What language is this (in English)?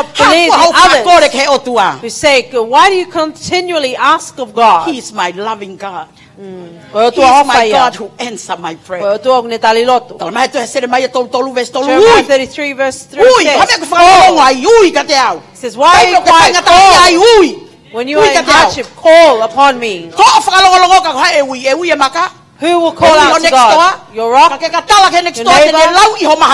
Tongan